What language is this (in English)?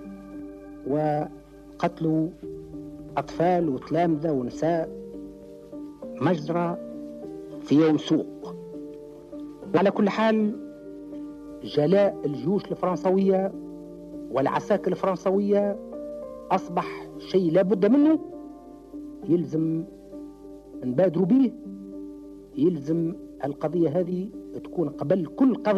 Tunisian Arabic